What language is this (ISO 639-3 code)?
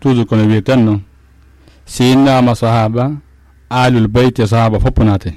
ful